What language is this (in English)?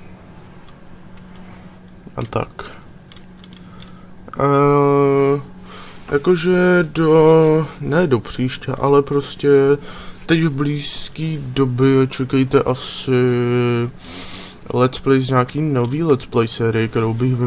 Czech